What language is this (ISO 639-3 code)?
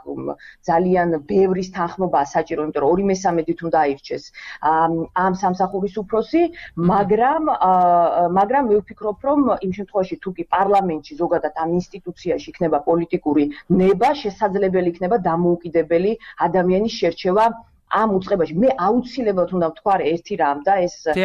kat